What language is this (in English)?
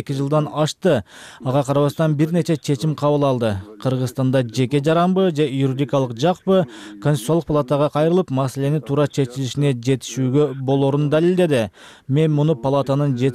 Kyrgyz